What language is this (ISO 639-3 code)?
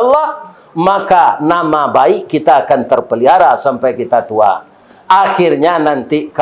min